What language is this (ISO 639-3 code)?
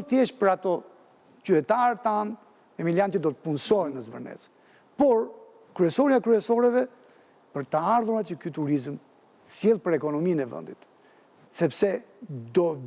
sqi